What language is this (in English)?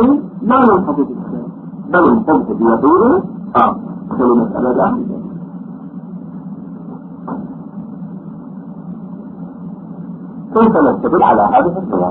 Arabic